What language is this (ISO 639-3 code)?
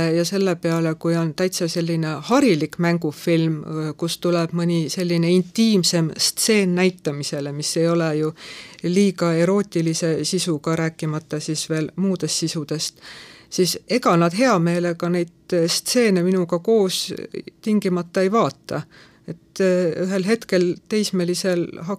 est